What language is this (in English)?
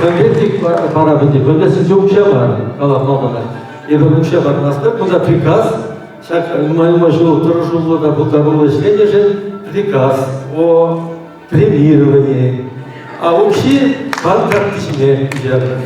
Chuvash